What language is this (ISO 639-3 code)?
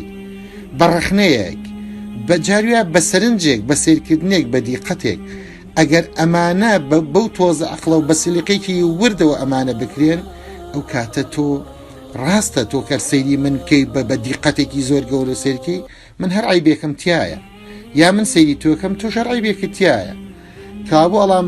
ckb